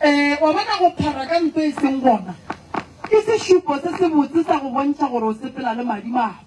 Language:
Northern Sotho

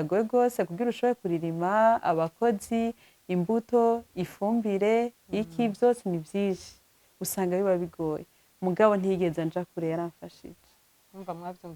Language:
Rundi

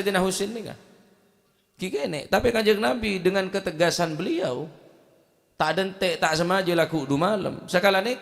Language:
Madurese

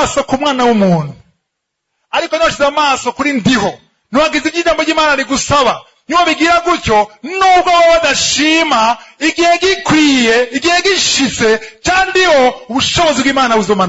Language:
Rundi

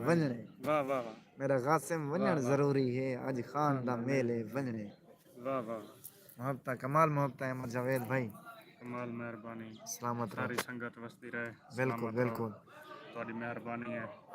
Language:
Saraiki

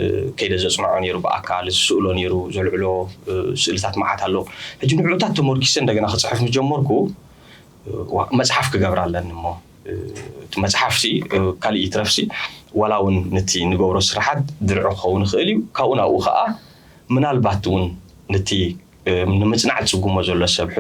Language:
Tigrinya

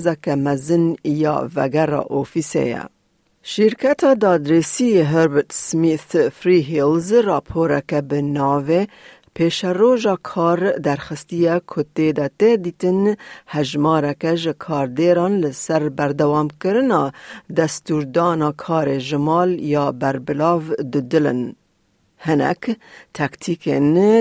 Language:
Kurdish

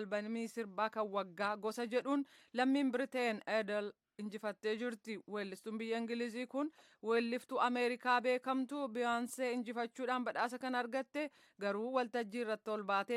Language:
Oromo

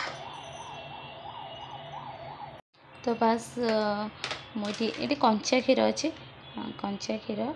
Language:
Odia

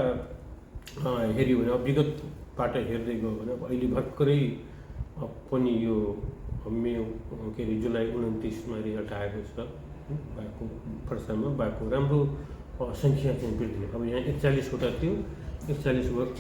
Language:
Nepali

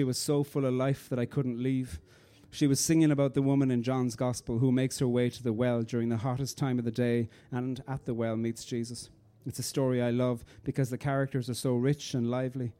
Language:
English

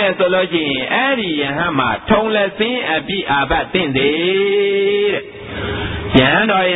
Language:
Burmese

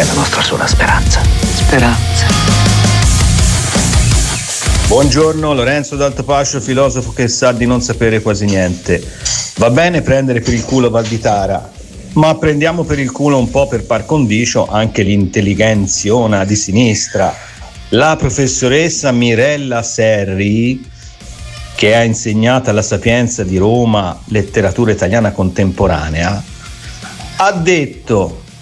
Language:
Italian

